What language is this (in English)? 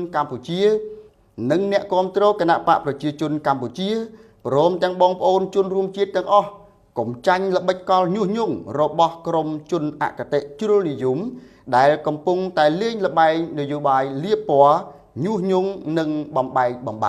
Khmer